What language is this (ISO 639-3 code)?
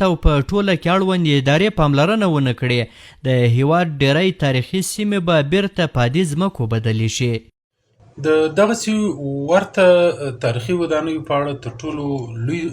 pus